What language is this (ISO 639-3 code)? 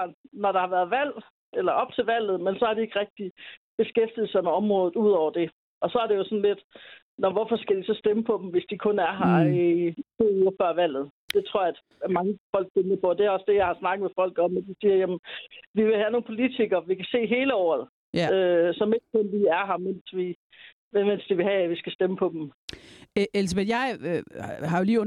dan